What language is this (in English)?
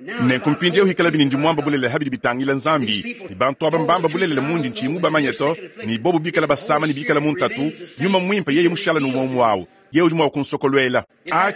Luba-Lulua